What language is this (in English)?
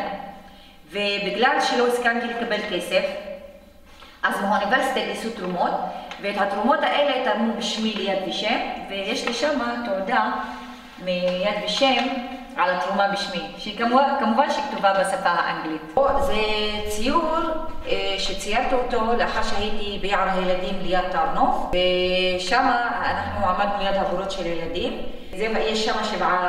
Hebrew